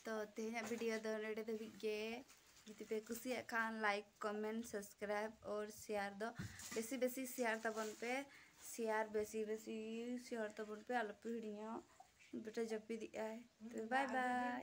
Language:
Santali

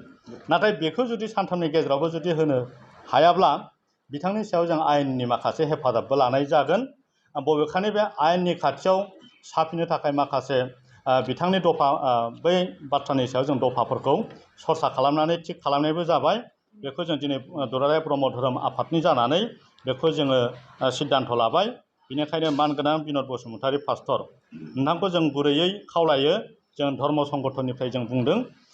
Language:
Bodo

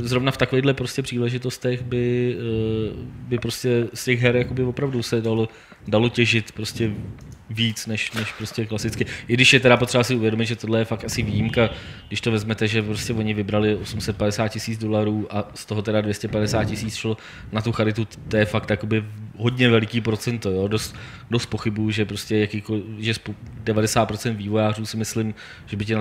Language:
Czech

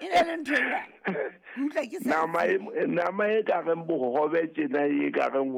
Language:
Southern Sotho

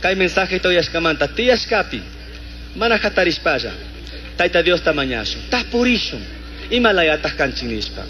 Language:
Chimborazo Highland Quichua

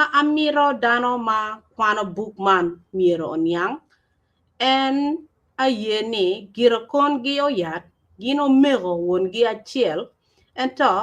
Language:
Acoli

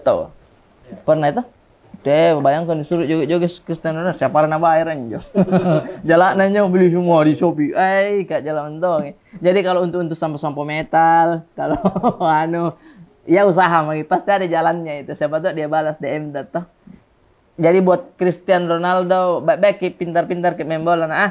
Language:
Makassar Malay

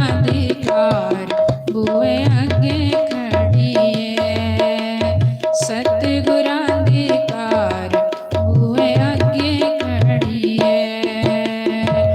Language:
Dogri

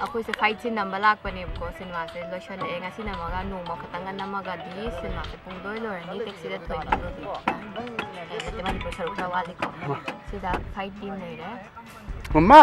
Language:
Manipuri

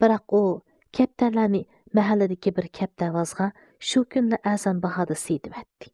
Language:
Uyghur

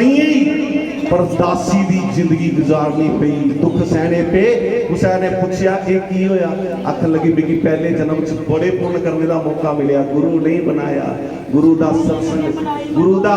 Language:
Dogri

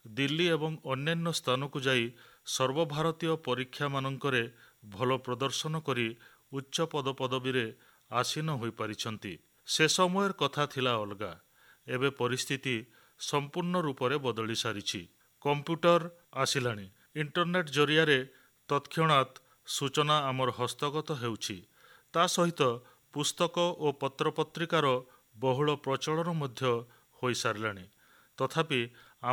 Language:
Odia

